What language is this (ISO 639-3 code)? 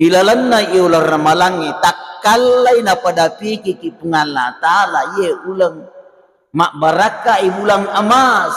bug